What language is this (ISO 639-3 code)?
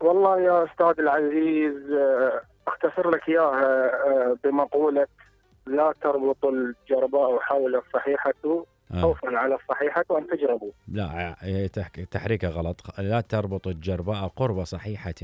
acm